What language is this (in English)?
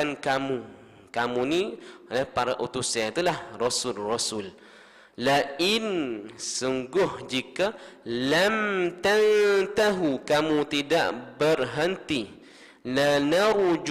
Malay